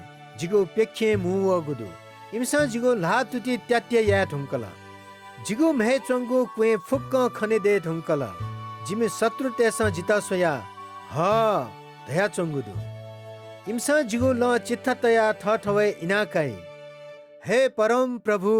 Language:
Newari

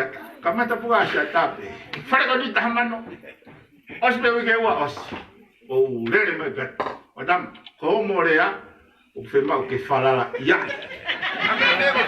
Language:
Tongan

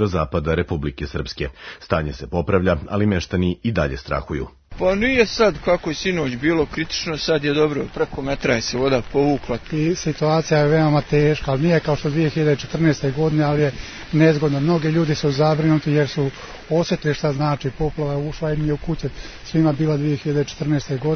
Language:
Serbian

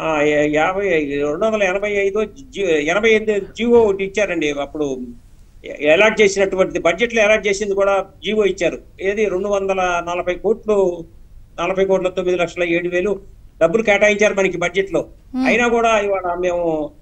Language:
Telugu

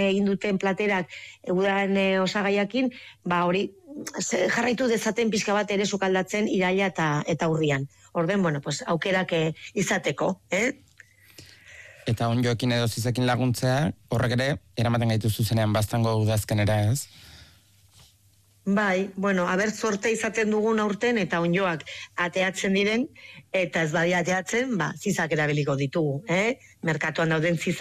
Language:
Basque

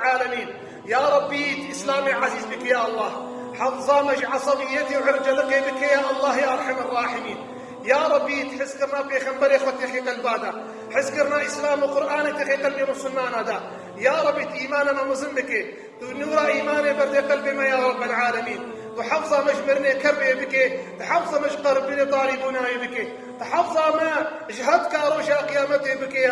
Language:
Kurdish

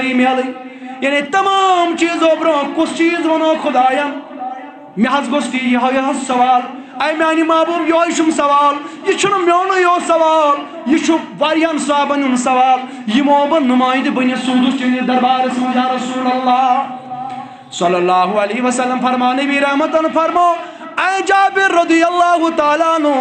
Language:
Kashmiri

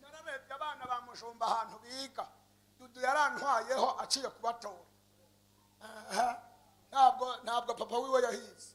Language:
Rundi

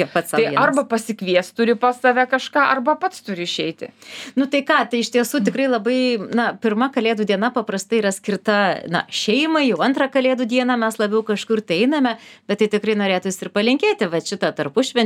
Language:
Lithuanian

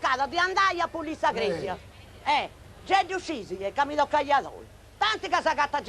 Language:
Sardinian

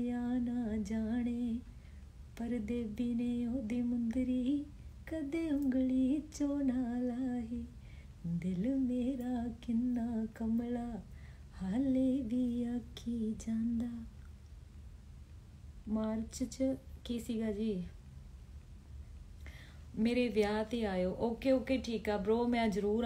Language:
Punjabi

